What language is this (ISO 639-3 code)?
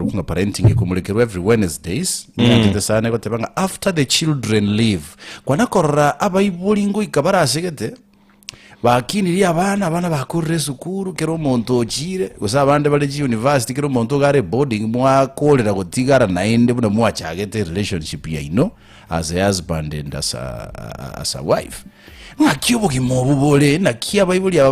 guz